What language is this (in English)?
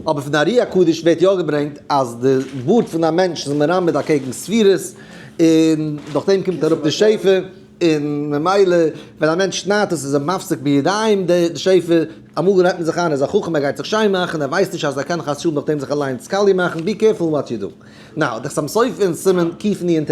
Yiddish